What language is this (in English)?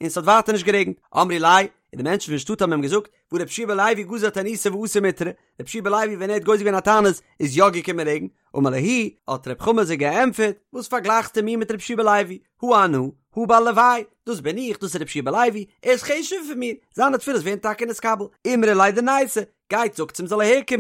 Yiddish